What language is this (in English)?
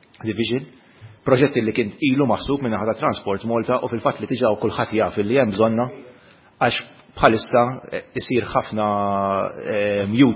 Maltese